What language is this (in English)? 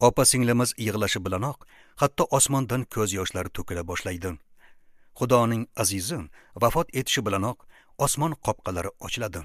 Uzbek